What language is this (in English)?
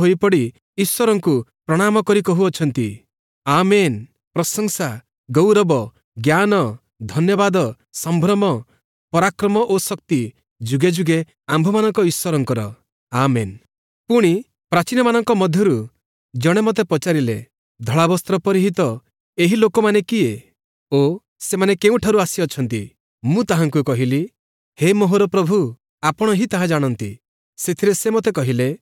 Odia